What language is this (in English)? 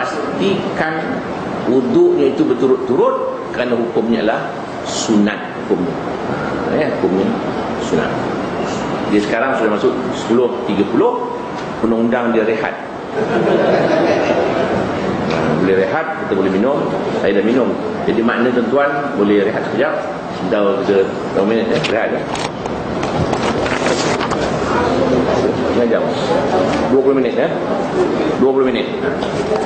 Malay